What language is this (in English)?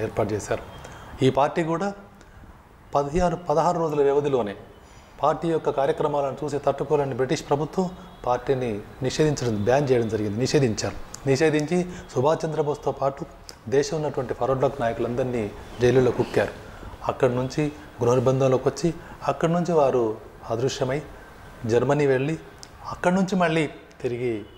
Telugu